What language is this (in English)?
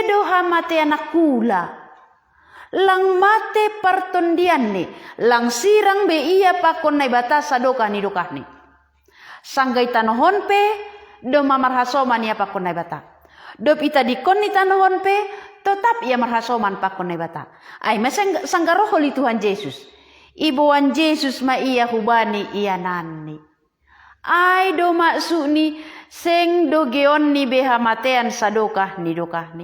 Batak Simalungun